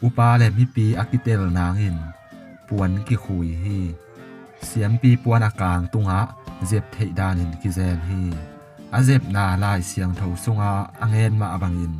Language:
Tedim Chin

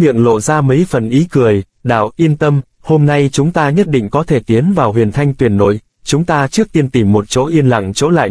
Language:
Vietnamese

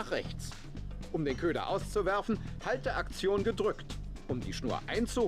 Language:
Swiss German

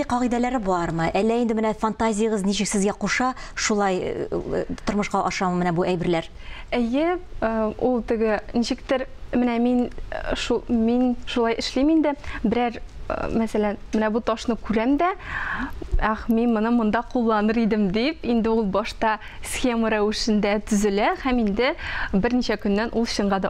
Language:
Tatar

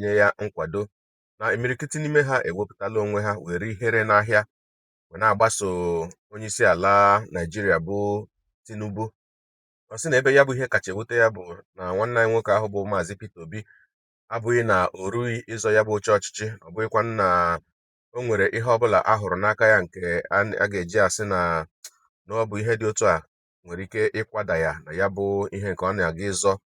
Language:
Igbo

